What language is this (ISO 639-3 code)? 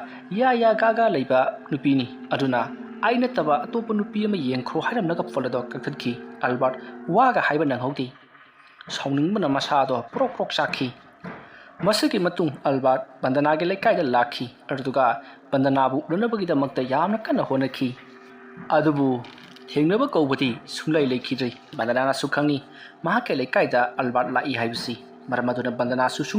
mni